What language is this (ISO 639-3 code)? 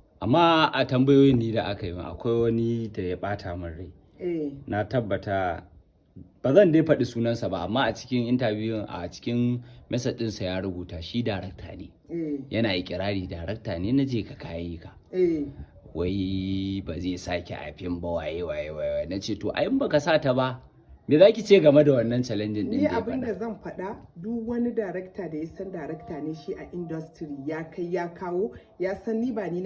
hau